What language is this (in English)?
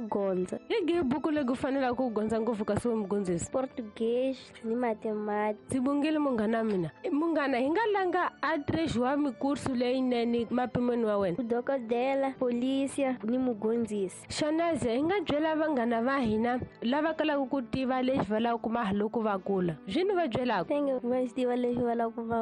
Tsonga